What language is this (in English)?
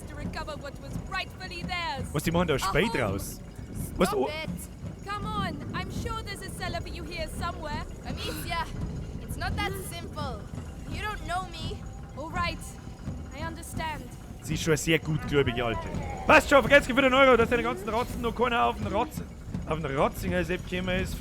Bavarian